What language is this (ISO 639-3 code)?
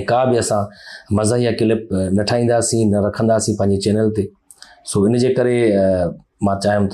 snd